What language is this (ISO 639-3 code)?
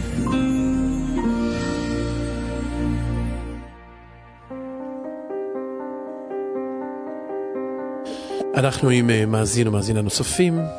heb